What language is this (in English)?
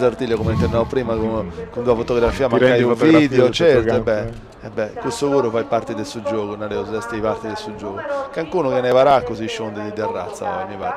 Sardinian